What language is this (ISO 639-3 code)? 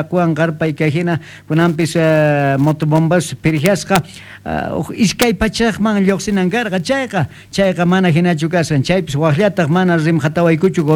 quh